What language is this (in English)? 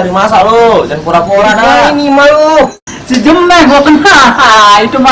Betawi